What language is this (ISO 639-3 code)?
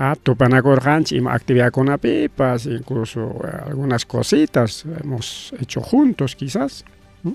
quy